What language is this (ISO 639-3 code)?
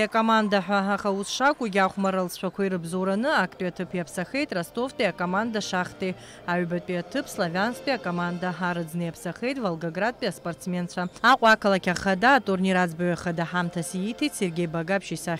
abk